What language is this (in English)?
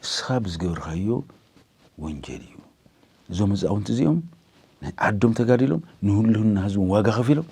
Tigrinya